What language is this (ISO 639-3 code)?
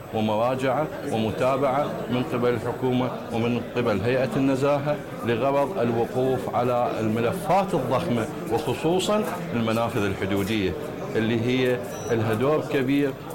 acm